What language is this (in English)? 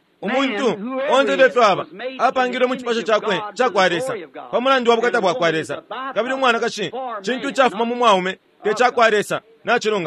Bemba